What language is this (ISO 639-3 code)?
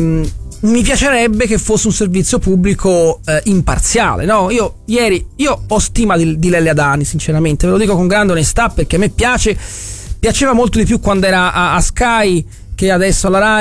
ita